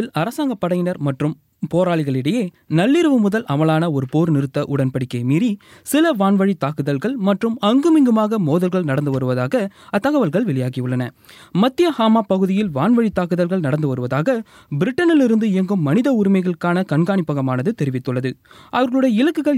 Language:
Tamil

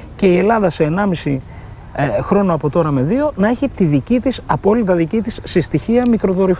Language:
Greek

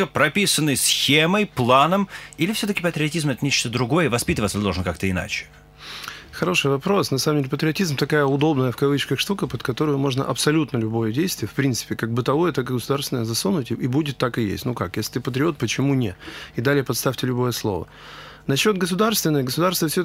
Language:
Russian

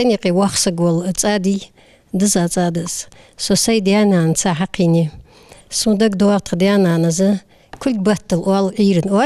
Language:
Ingush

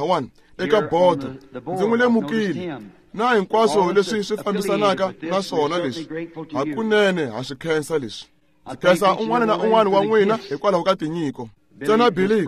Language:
Tsonga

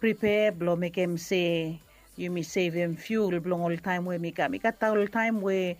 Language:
Bislama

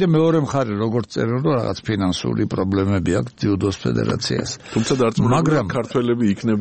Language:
Georgian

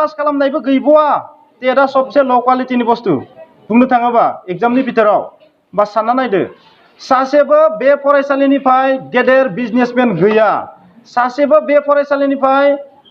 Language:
Bodo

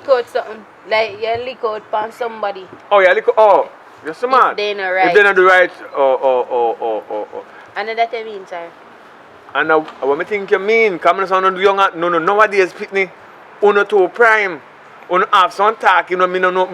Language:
Jamaican Creole English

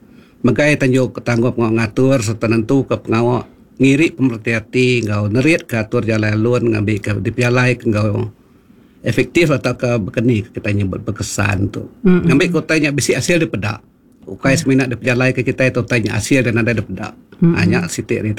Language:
Iban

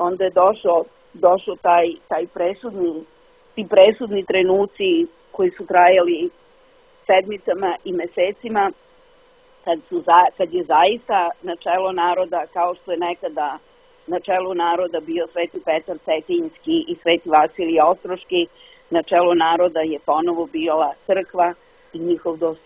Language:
Serbian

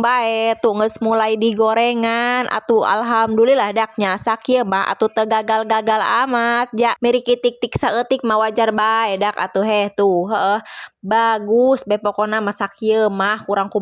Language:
Sundanese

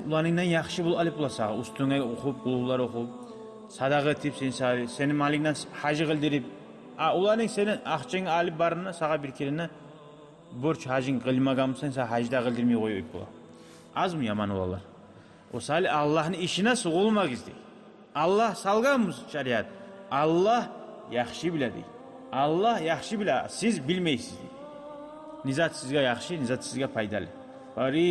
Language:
Kumyk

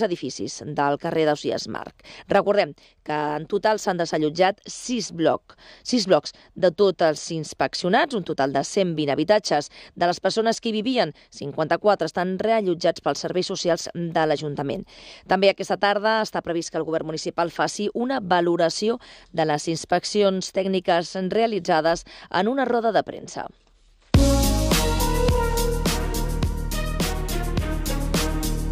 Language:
Catalan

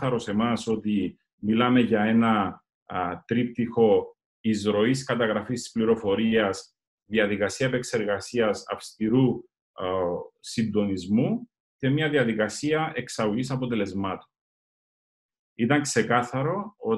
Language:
Greek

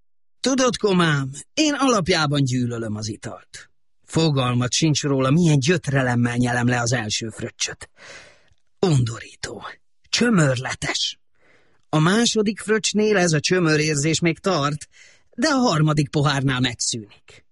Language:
Hungarian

